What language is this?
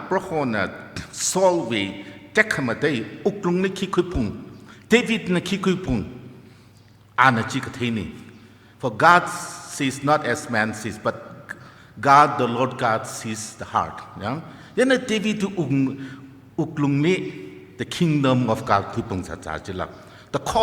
Tangkhul Naga (India)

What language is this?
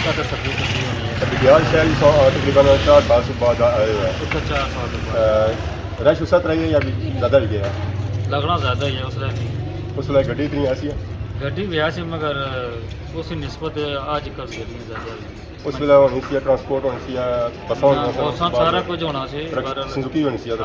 Pahari-Potwari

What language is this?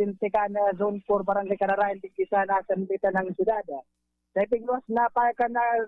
Bikol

